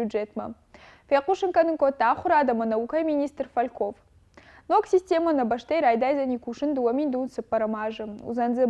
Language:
Ossetic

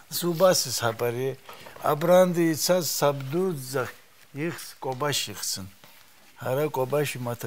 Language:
Abkhazian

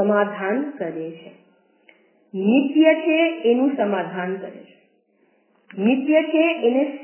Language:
Gujarati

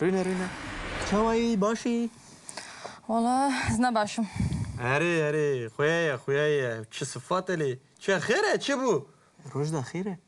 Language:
Kurdish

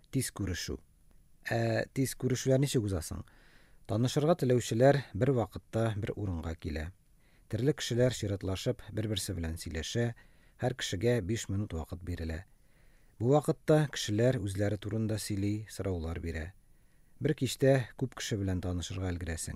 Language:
Tatar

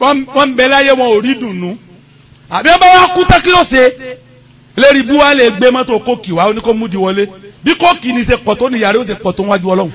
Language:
Yoruba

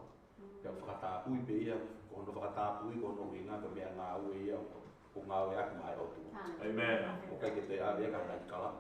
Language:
Tongan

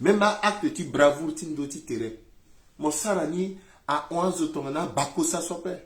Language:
Sango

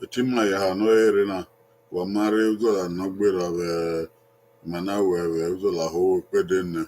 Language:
Bini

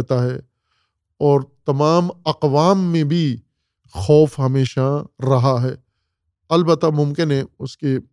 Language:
Urdu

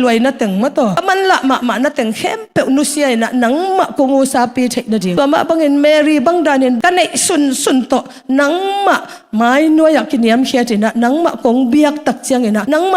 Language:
Tedim Chin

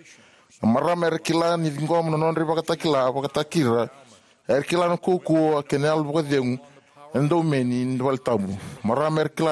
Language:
Fijian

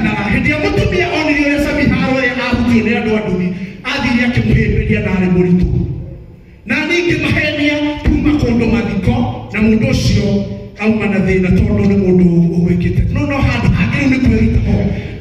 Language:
Kikuyu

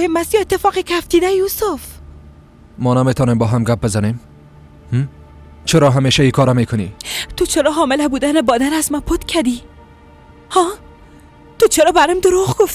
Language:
Persian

